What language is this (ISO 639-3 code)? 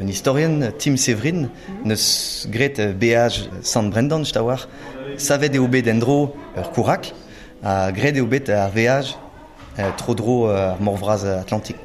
bre